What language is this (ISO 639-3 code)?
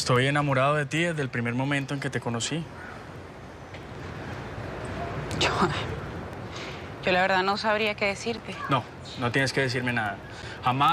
spa